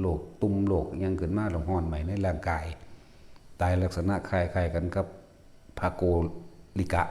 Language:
Northeastern Thai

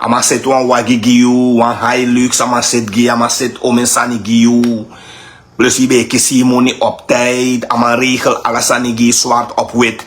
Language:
Sranan Tongo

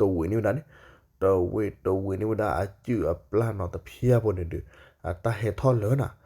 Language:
S'gaw Karen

